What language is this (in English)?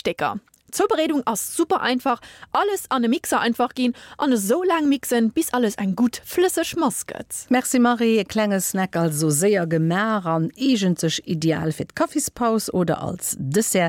Luxembourgish